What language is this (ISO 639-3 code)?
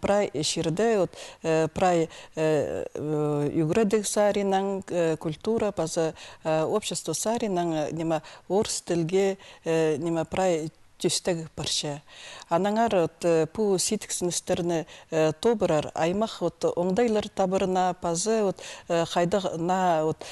kjh